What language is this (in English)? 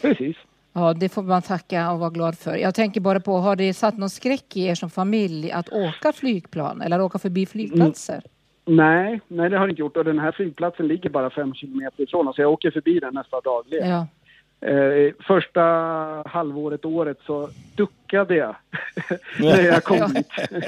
Swedish